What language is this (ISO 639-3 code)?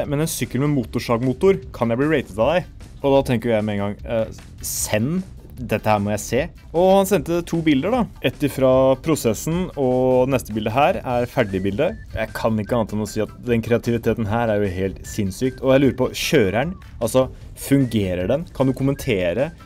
nor